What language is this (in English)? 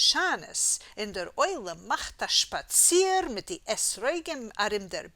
Yiddish